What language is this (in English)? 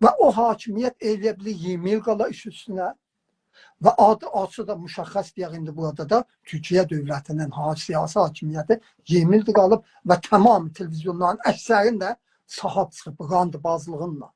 South Azerbaijani